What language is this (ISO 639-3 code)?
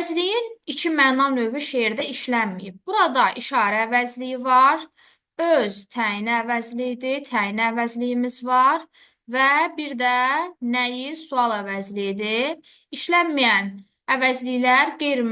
aze